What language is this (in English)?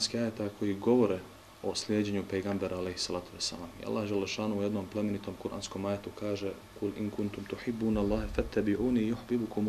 Bosnian